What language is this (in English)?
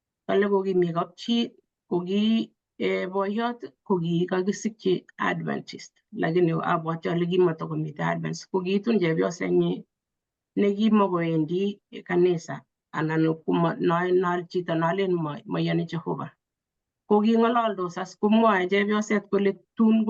Kalenjin